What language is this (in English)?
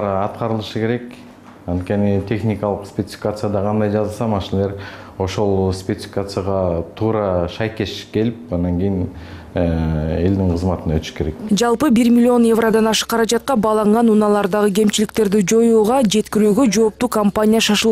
Kyrgyz